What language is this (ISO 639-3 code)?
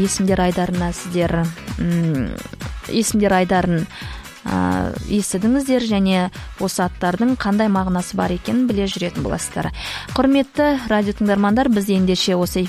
kaz